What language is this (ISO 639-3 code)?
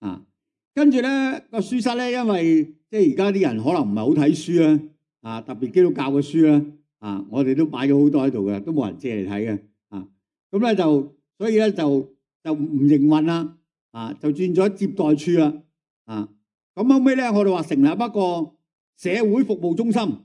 yue